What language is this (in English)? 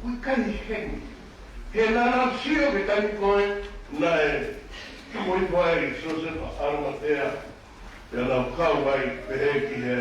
Tongan